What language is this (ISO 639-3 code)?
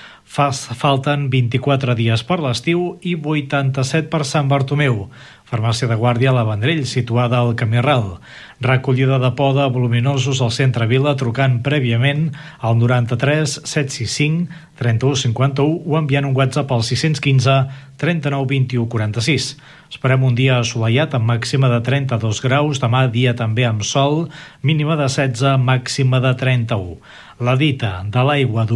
cat